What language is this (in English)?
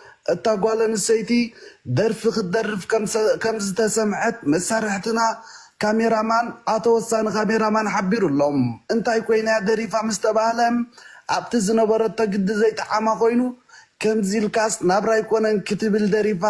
Tigrinya